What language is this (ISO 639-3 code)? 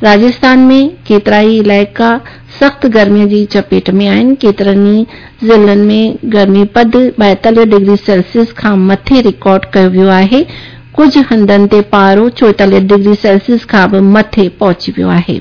snd